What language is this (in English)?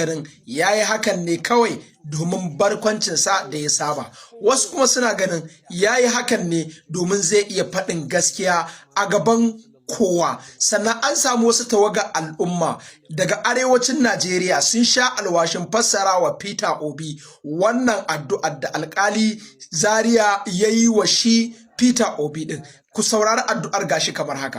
Hausa